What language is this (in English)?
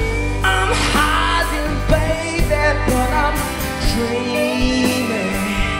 English